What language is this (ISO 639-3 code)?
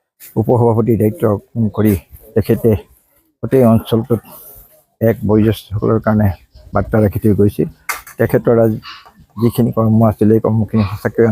asm